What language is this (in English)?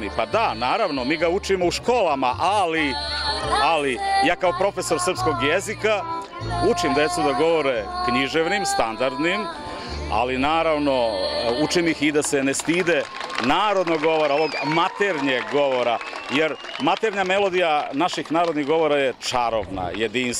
Serbian